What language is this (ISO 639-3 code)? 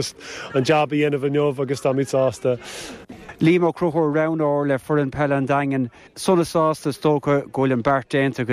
gle